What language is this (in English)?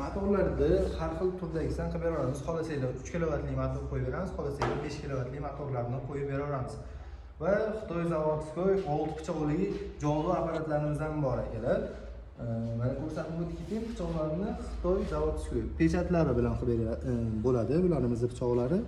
Uzbek